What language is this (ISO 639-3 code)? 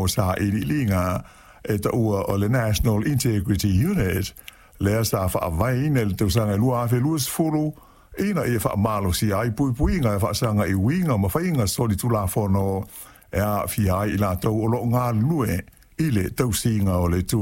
smo